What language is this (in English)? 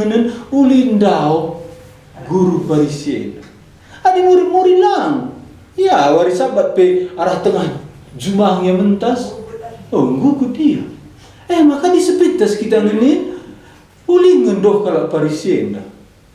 Batak Karo